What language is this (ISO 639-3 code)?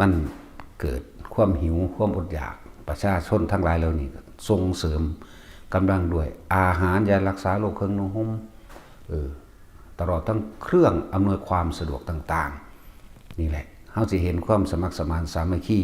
tts